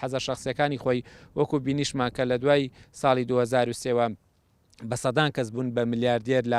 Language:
Central Kurdish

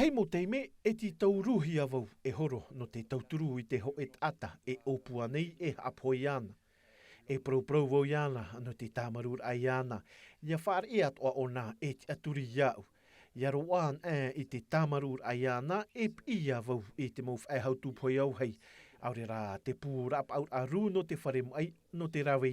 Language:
Tahitian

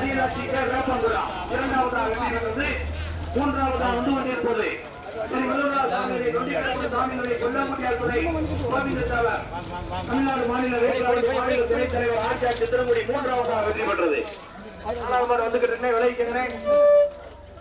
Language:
Tamil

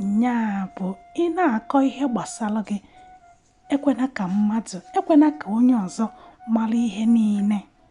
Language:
Igbo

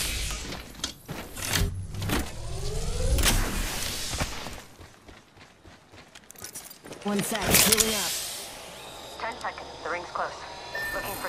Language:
English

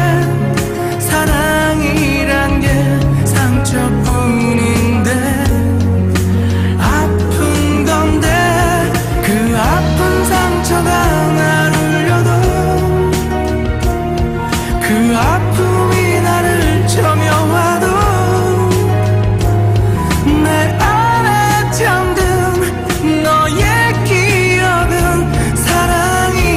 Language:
Korean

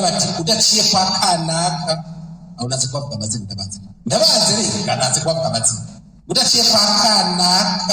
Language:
Rundi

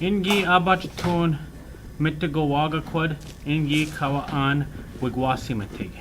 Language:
Ojibwa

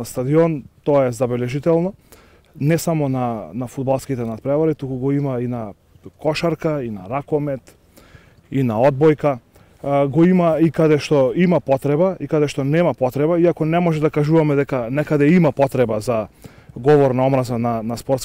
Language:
Macedonian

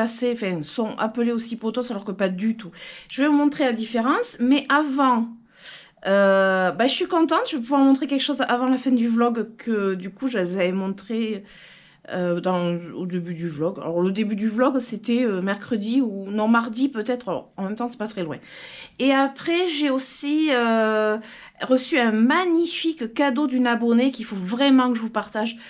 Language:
French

